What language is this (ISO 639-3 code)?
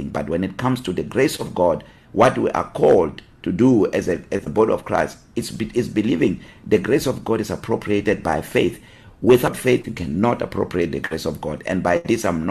eng